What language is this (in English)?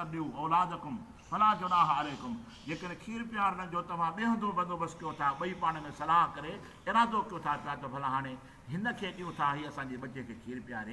Sindhi